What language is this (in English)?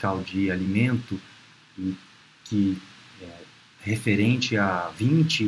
Portuguese